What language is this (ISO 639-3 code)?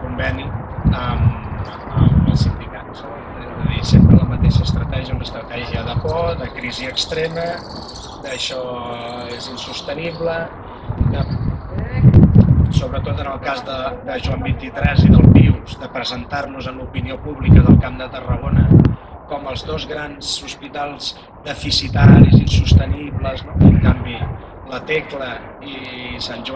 cat